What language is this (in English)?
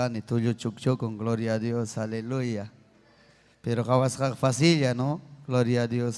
Ayacucho Quechua